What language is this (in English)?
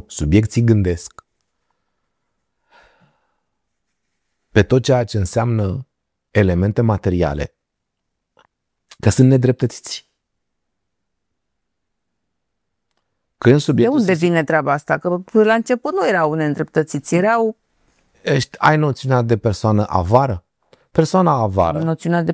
Romanian